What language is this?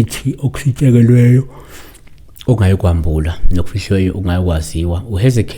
Zulu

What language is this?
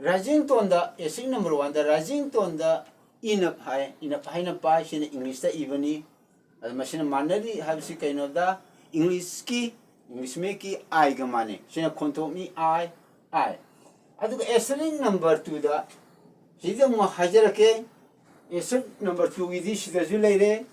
Manipuri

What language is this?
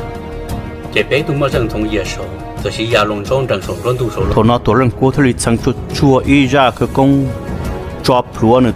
Hmong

